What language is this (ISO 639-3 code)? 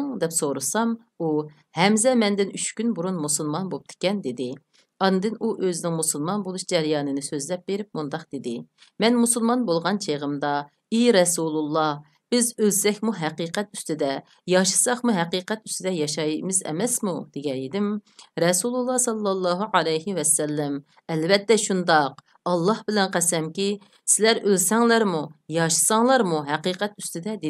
uig